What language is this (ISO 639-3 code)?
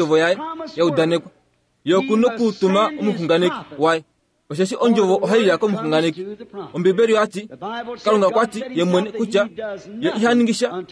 kua